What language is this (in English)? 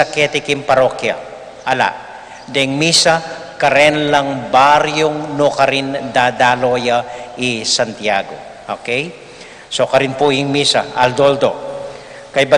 Pampanga